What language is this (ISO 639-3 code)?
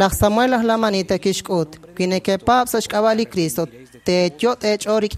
kek